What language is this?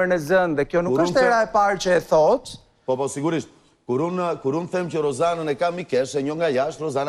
Albanian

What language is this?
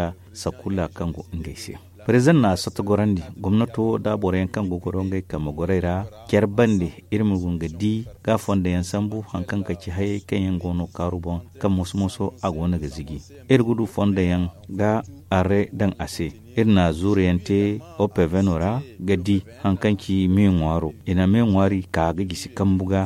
Zarma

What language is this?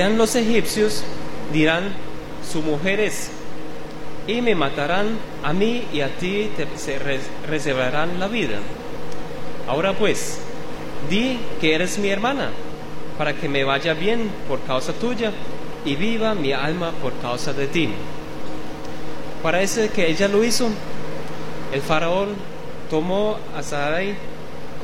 Spanish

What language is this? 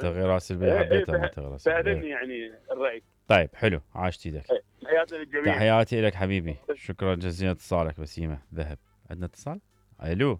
Mesopotamian Arabic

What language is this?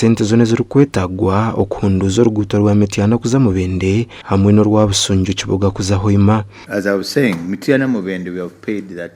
Nyankole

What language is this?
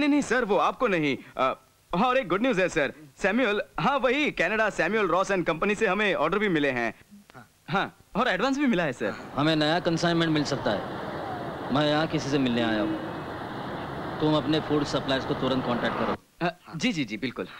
Hindi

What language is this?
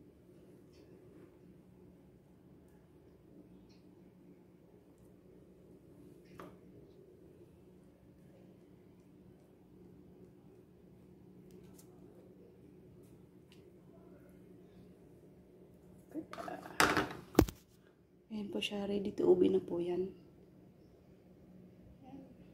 Filipino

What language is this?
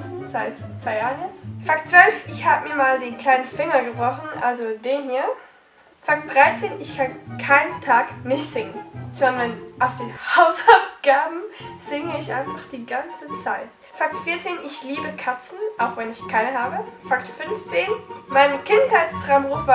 Swiss German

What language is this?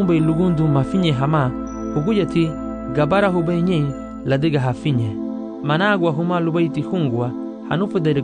Garifuna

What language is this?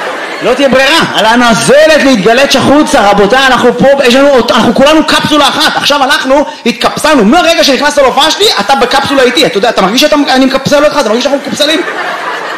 Hebrew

